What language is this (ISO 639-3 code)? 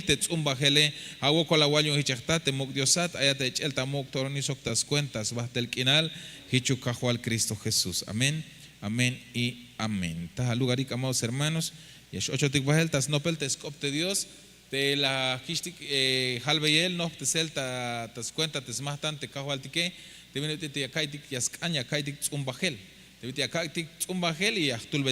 tzh